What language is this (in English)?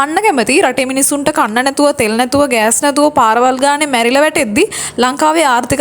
Sinhala